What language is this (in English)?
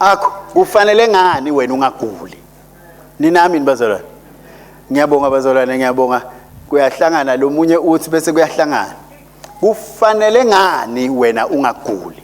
Swati